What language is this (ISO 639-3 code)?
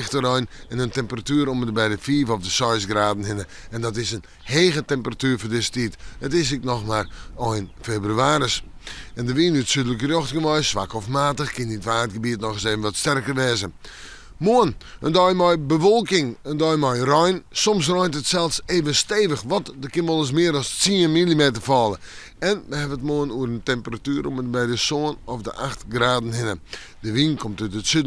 fry